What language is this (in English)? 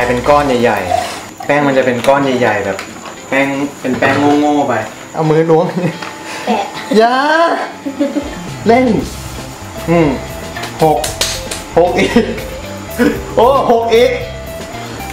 Thai